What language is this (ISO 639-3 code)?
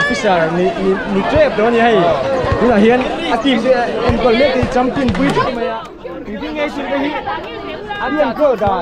lus